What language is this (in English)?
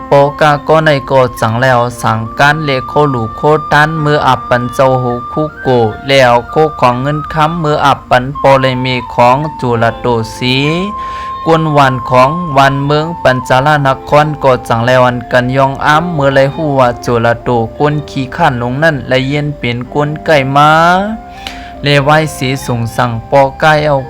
Shan